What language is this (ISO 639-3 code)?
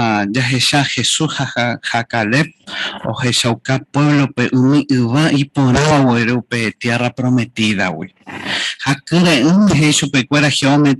grn